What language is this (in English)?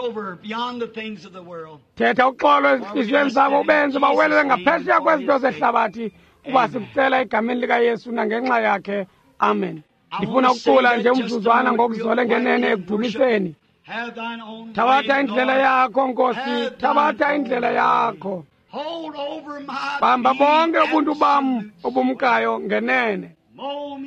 Xhosa